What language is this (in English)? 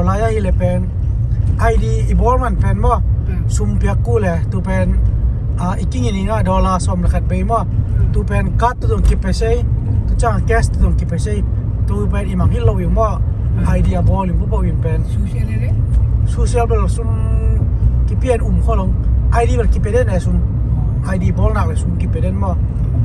Tedim Chin